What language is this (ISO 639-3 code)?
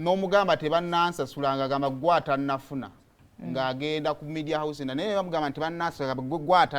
lug